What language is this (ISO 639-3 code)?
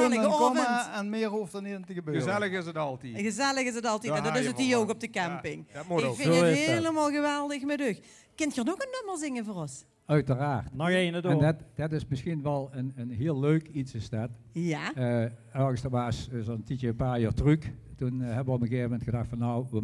lim